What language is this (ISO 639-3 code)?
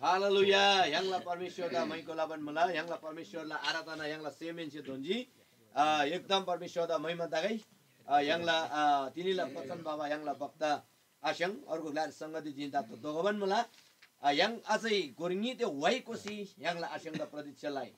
taj